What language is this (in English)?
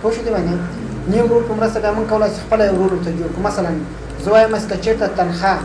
Pashto